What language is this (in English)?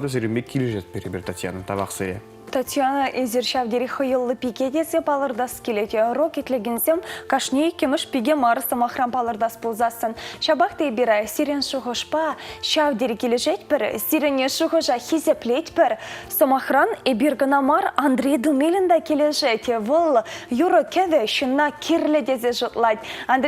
Chuvash